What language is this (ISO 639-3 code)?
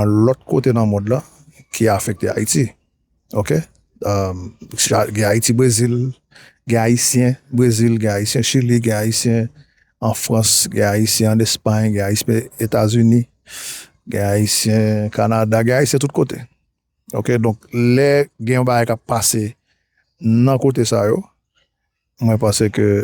hat